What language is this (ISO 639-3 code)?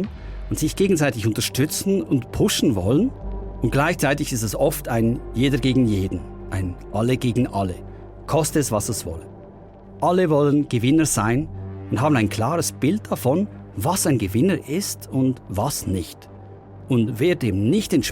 gsw